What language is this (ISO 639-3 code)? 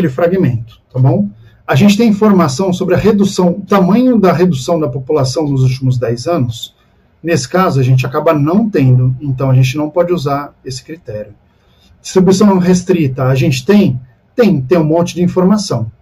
por